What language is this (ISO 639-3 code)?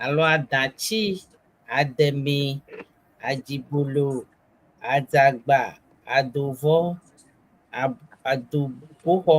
ewe